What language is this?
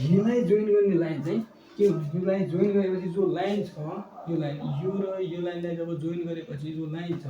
Nepali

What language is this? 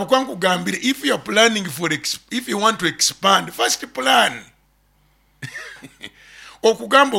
Nyoro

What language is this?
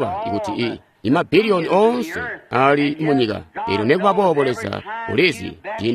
Tonga (Zambia)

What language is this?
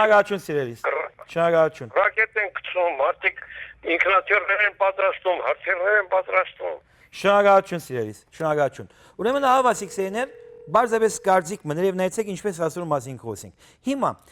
Western Armenian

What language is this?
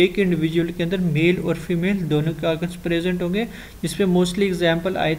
Hindi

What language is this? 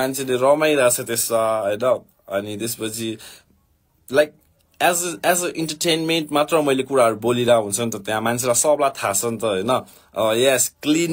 Nepali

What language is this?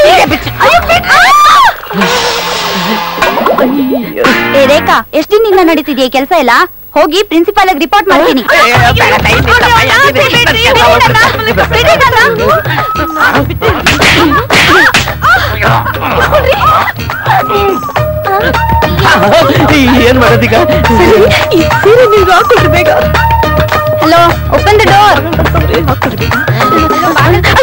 Kannada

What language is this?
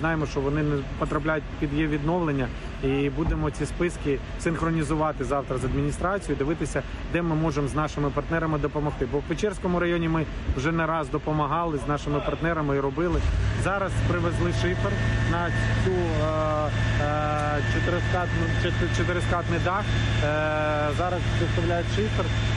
Ukrainian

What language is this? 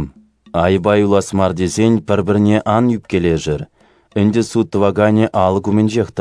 Chuvash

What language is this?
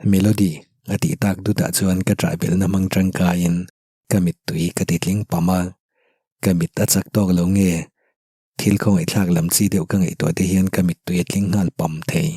Mizo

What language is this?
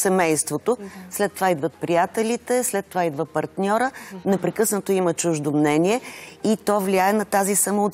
Bulgarian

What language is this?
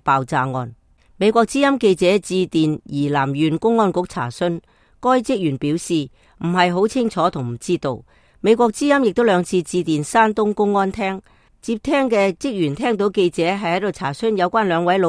Cantonese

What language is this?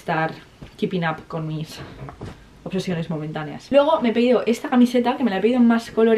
Spanish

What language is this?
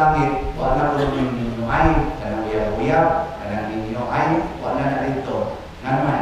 Cebuano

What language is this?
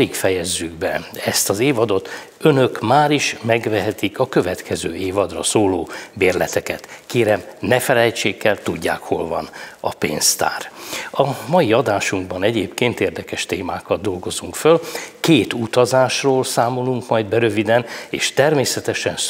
Hungarian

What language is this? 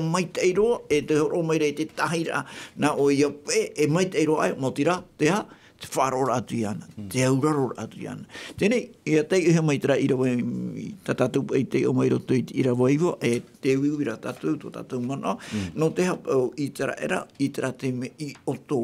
Tahitian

